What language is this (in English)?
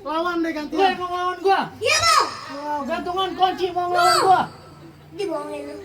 Betawi